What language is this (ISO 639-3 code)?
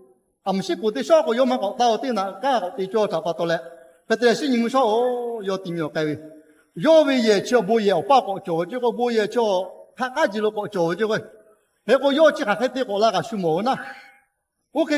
lhu